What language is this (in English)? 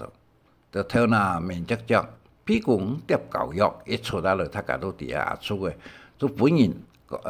Hakka Chinese